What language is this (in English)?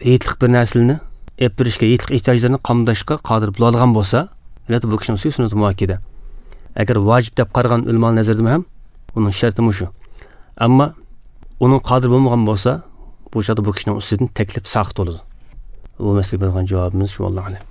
Uyghur